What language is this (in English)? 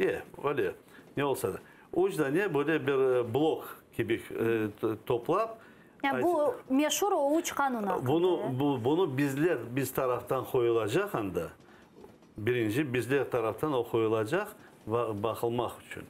Crimean Tatar